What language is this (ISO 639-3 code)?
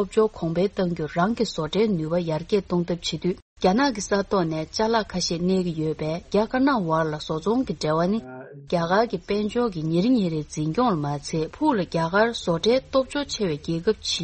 bod